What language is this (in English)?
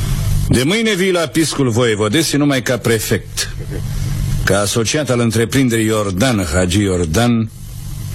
Romanian